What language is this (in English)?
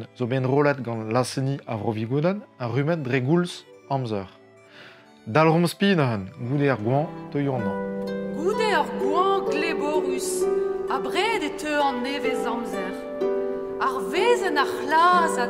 Breton